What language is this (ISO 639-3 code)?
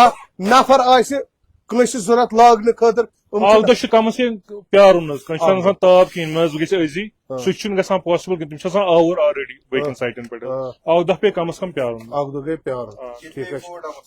kas